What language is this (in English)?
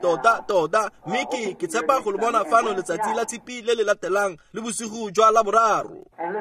Tswana